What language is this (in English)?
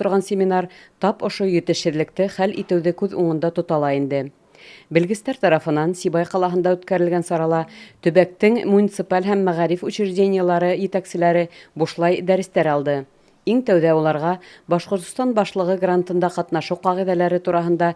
Bashkir